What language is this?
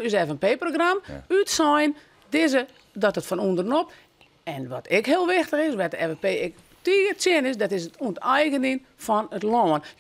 Western Frisian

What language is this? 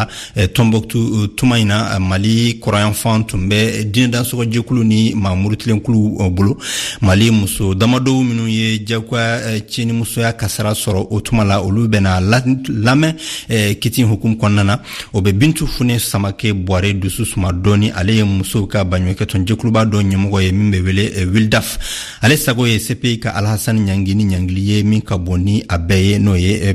Bambara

